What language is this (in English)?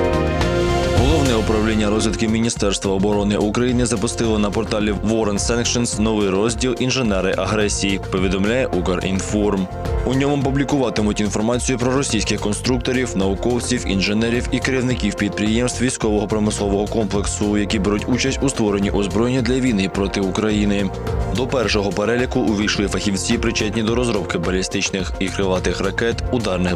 Ukrainian